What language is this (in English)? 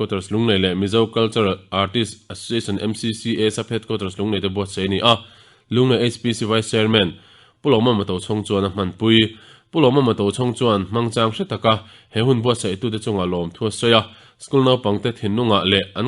Mizo